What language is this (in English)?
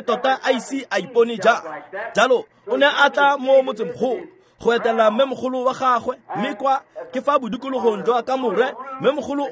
Tswana